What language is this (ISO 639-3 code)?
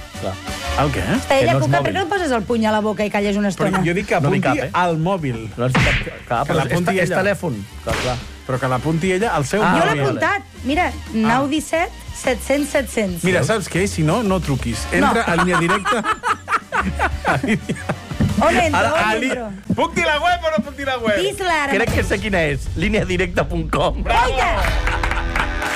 cat